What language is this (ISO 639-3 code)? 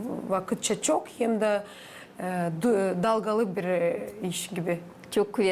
gag